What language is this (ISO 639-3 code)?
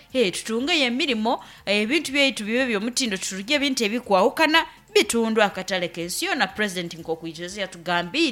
nyn